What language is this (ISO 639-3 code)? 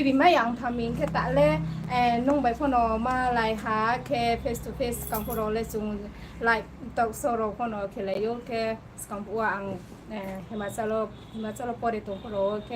ria